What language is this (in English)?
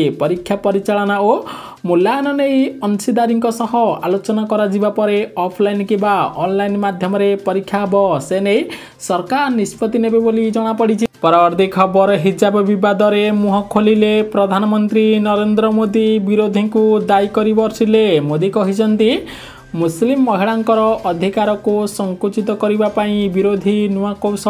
Odia